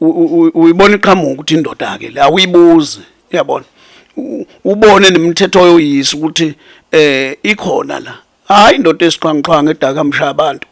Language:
Zulu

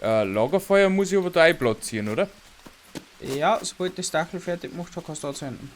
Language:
Bavarian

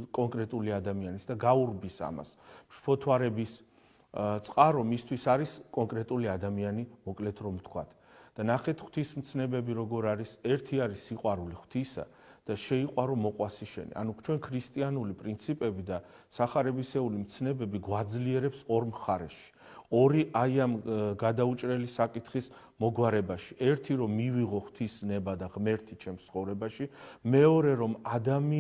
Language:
Georgian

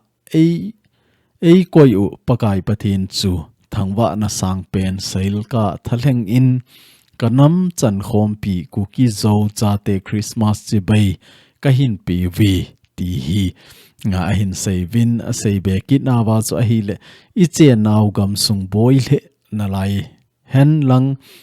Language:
Thado Chin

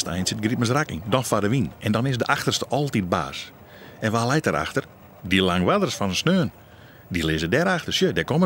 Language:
Western Frisian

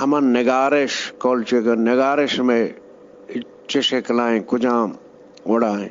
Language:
Eastern Balochi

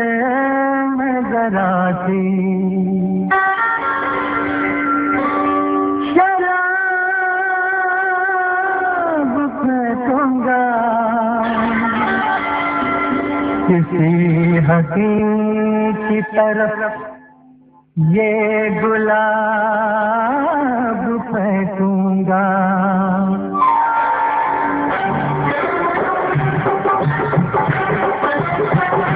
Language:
Bangla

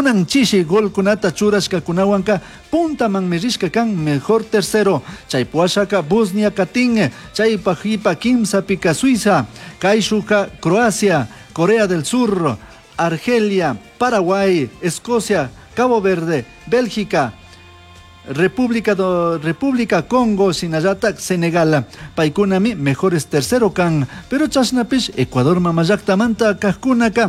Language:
Chimborazo Highland Quichua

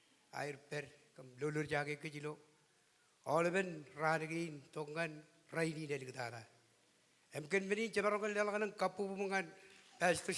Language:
Marshallese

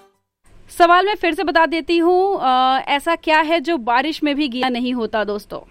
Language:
Hindi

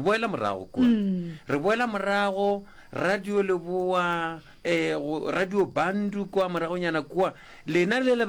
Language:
Northern Sotho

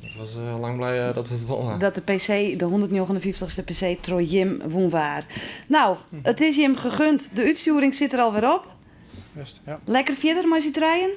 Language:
Western Frisian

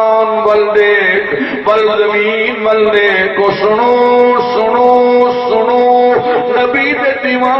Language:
Saraiki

